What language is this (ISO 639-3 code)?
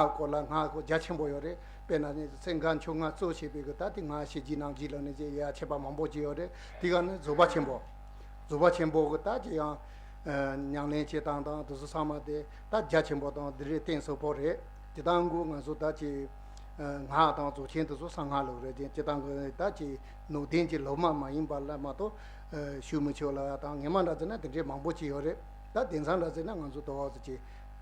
bod